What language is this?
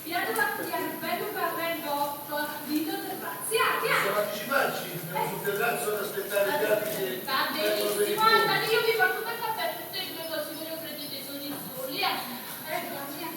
Neapolitan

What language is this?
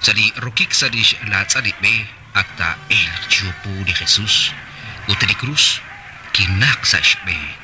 Kekchí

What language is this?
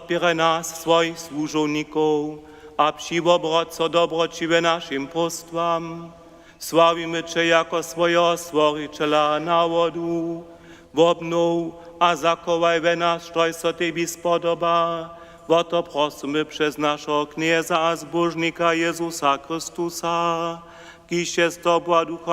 Upper Sorbian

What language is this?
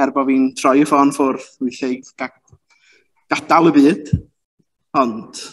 Welsh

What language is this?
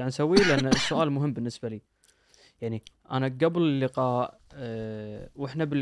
Najdi Arabic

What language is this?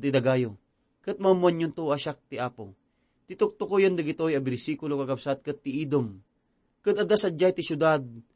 Iloko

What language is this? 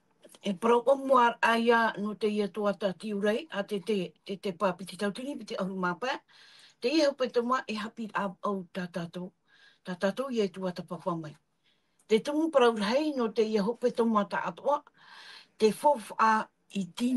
Tahitian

